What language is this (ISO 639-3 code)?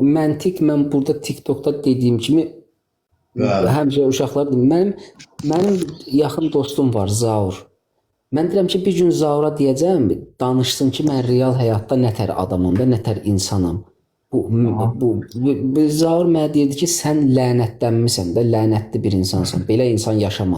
aze